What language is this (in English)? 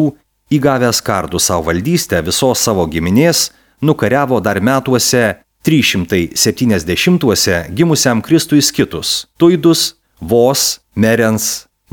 Lithuanian